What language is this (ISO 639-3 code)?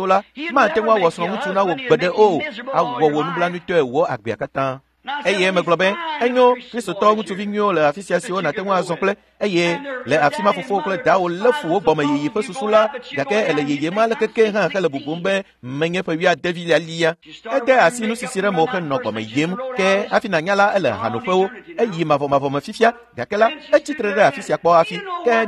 ewe